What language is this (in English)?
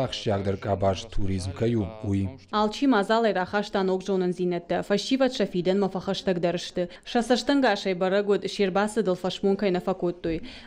Ossetic